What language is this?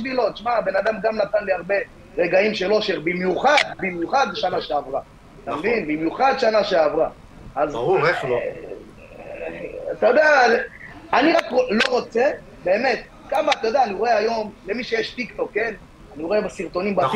Hebrew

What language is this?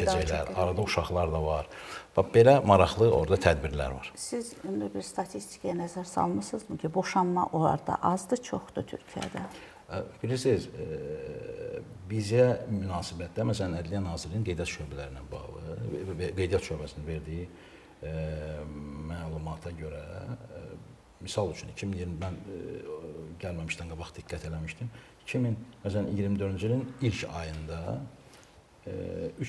Azerbaijani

